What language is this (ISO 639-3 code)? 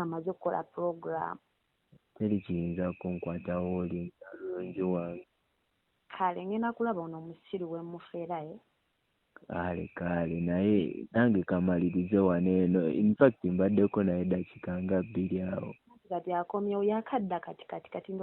lug